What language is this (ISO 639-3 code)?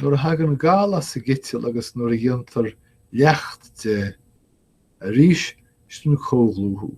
gle